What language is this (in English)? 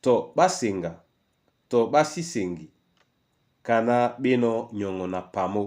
Duala